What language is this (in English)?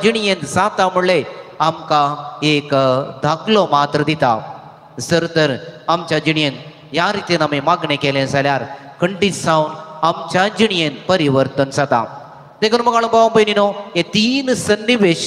Konkani